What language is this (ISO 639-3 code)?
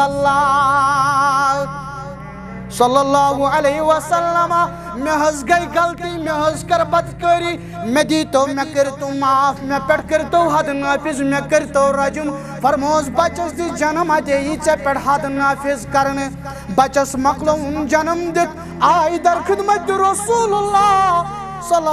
kas